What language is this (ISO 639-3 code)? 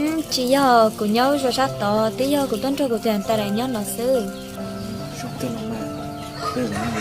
hmn